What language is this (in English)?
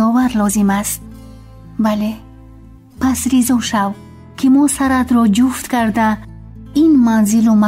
Tajik